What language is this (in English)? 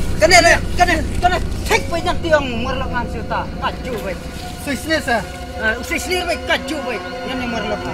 Khasi